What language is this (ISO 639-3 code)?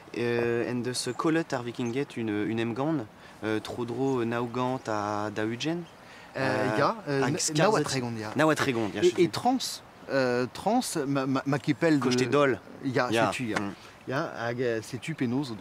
bre